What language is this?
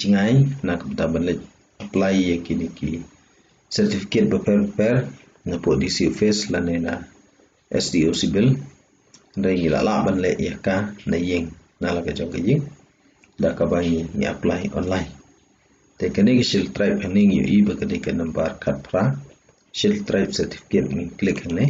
Khasi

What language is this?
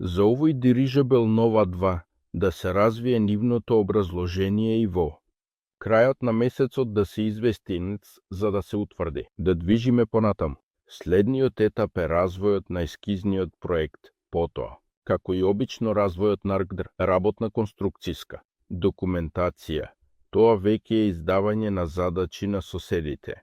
Macedonian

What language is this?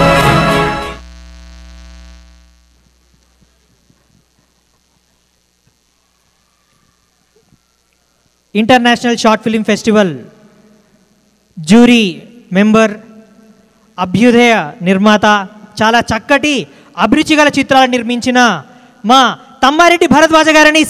Telugu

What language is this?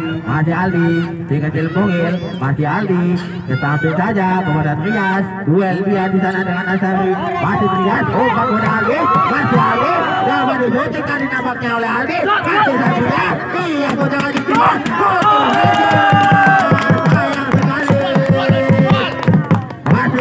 Indonesian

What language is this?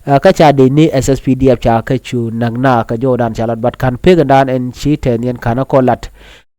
Nuer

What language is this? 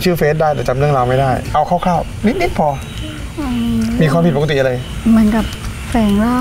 Thai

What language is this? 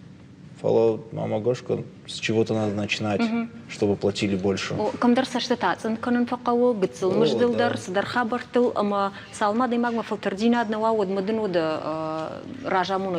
Ossetic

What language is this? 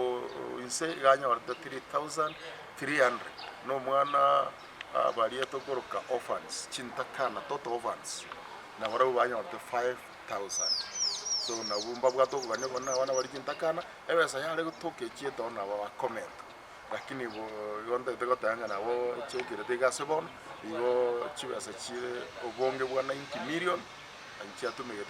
Gusii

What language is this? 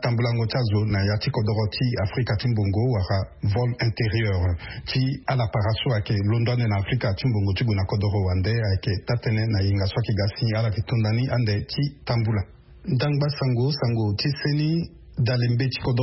Sango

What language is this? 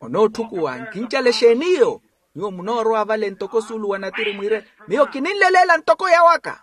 Makhuwa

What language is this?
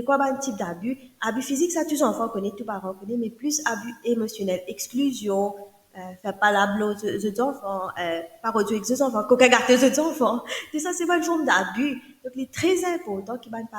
Morisyen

